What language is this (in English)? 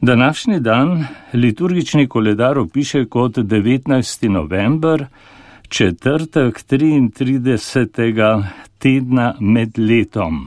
Slovenian